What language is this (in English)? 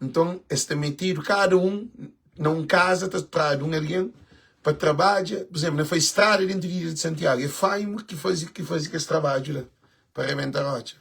Kabuverdianu